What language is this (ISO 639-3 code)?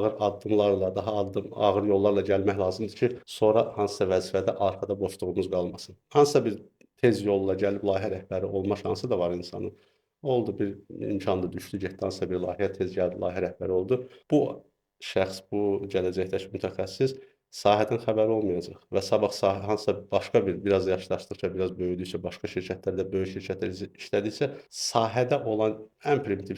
aze